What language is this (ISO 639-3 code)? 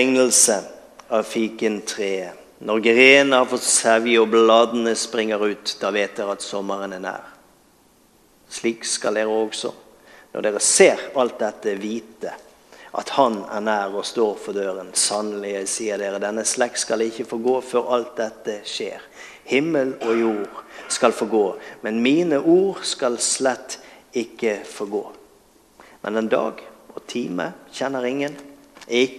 nor